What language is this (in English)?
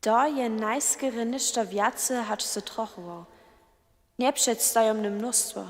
Upper Sorbian